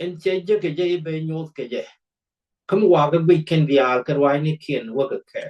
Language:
Nuer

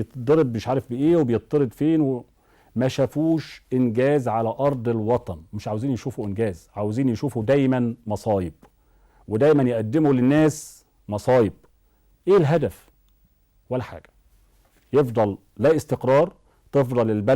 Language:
Egyptian Arabic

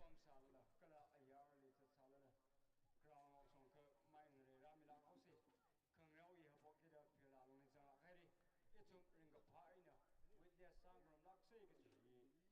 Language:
Tangkhul Naga (India)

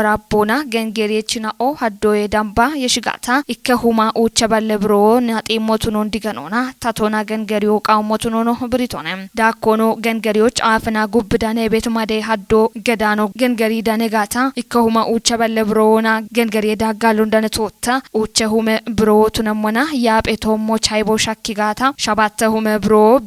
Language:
Kafa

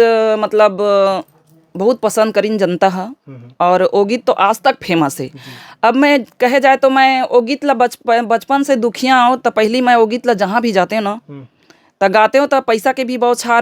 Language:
Chhattisgarhi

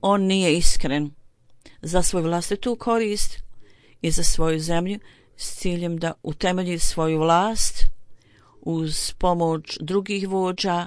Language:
Bosnian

